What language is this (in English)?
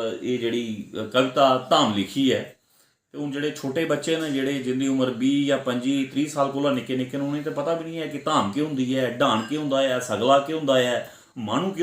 Dogri